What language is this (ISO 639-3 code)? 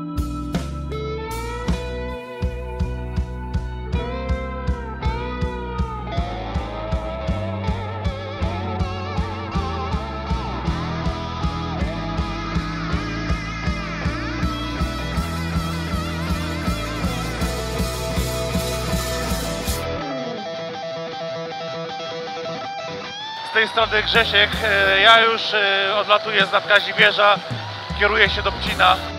pol